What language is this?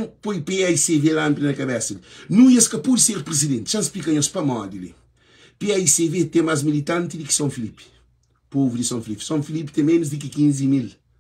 Kabuverdianu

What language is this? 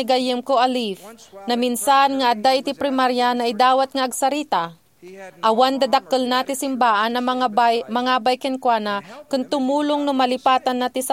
Iloko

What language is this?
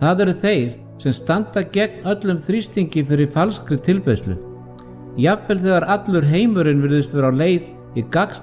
Icelandic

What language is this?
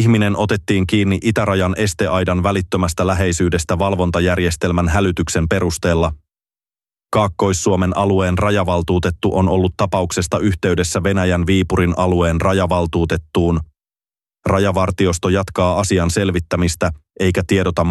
Finnish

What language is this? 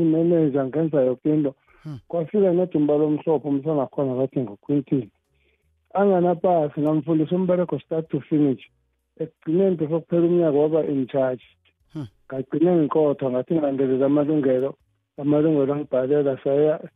South Ndebele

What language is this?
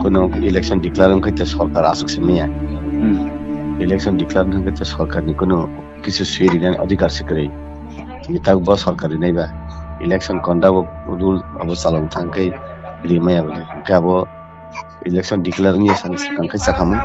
Kok Borok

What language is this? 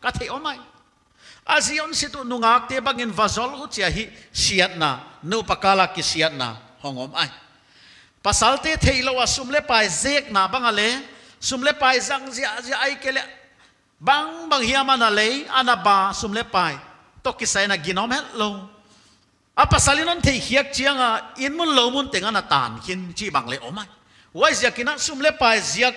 Paite Chin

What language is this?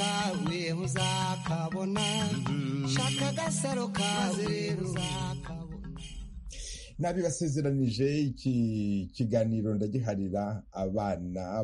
Kinyarwanda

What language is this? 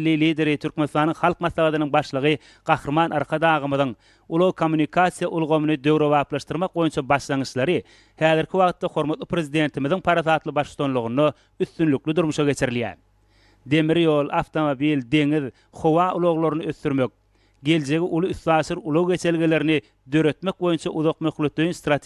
Turkmen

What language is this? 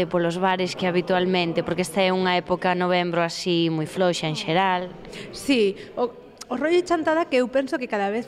Galician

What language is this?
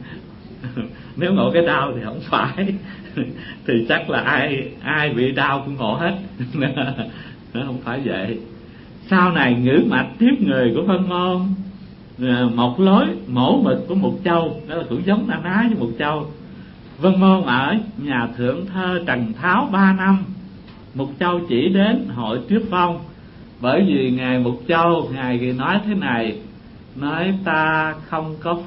Vietnamese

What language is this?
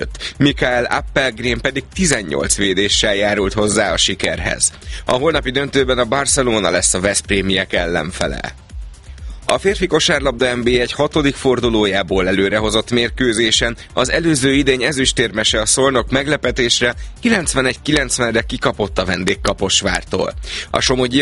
Hungarian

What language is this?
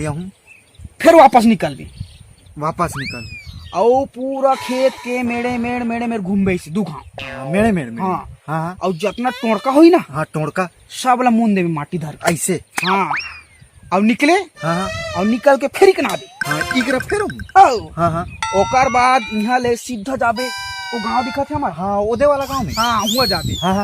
Chhattisgarhi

